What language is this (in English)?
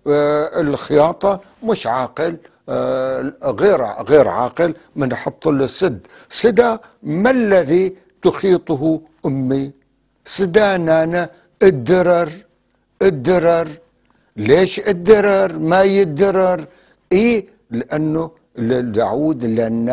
North Levantine Arabic